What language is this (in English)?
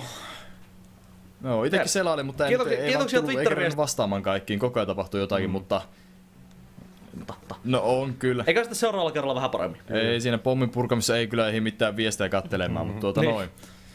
Finnish